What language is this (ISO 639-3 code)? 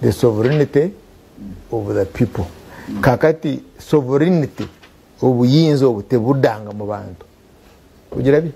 lug